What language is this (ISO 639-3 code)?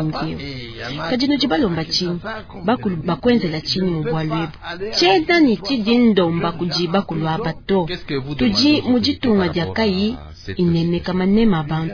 lua